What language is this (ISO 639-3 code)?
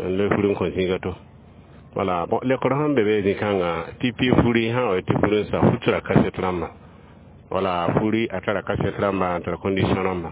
mos